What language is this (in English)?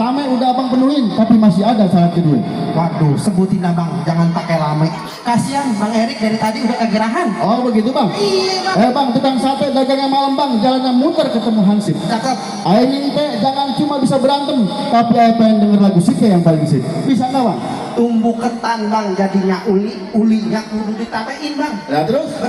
Betawi